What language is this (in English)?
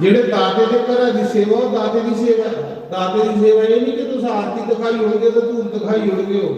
Dogri